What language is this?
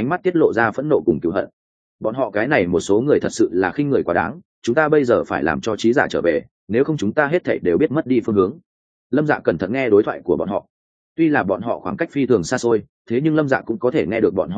Vietnamese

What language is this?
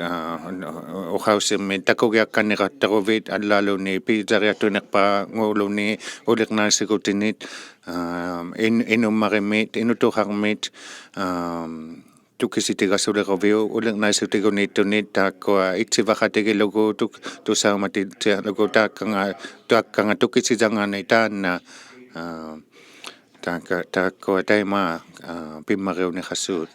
Inuktitut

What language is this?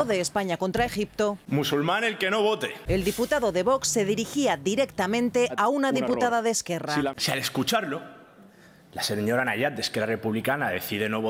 Spanish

